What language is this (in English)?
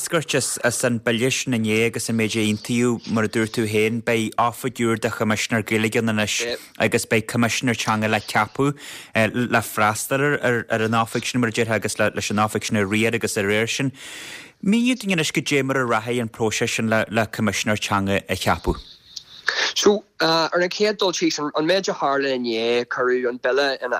Irish